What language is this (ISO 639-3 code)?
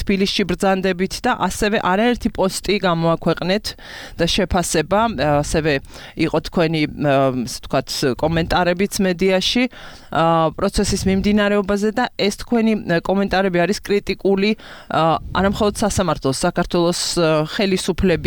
kat